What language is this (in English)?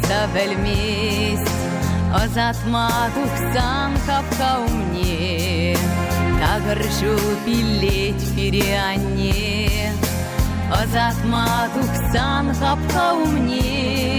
Chuvash